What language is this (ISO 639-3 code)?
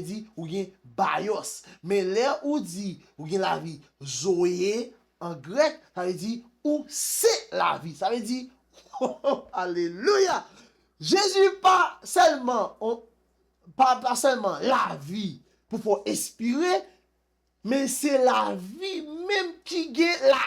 hat